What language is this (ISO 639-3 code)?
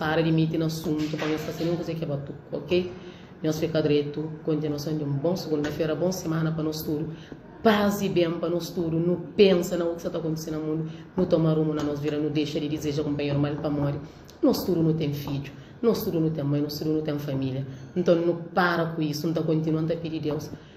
kea